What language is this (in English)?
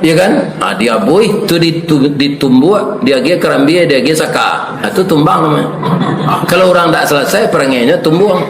Minangkabau